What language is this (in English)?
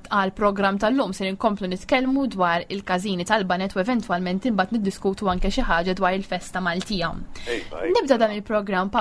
Maltese